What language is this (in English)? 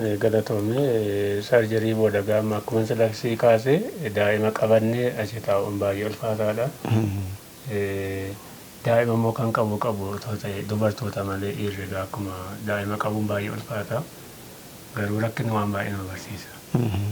Oromo